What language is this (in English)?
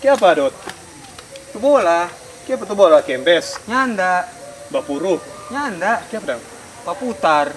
Manado Malay